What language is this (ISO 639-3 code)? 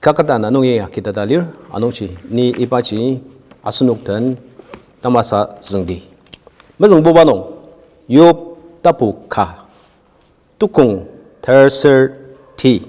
njo